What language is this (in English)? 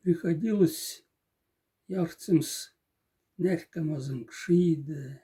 Moksha